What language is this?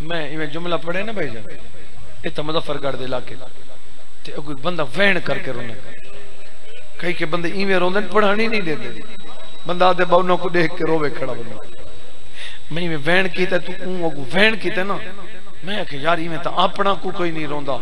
Saraiki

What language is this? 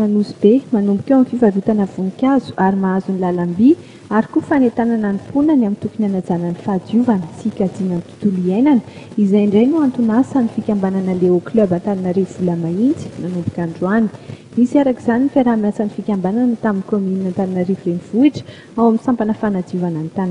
Malagasy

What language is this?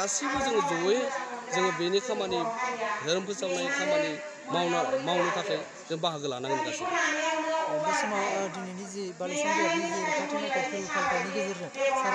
Bodo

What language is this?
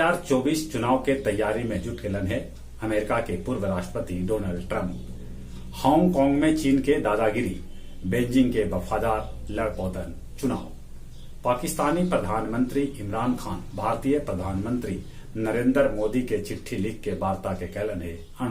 Magahi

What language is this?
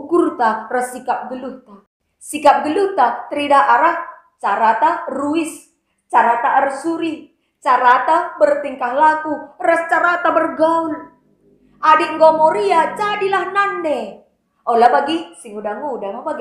Batak Karo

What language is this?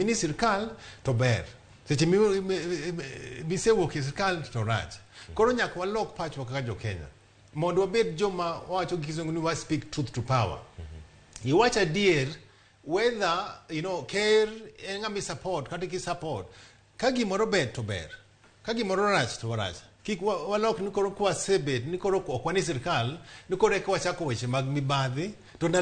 Luo (Kenya and Tanzania)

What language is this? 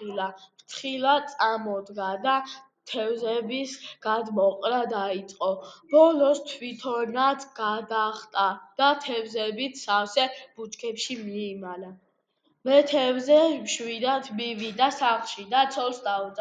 Georgian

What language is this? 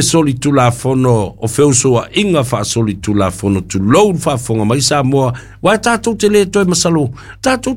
Samoan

